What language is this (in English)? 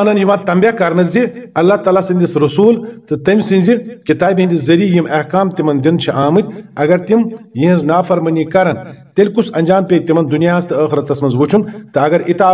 Kashmiri